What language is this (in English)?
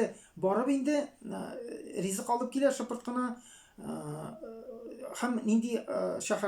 Tatar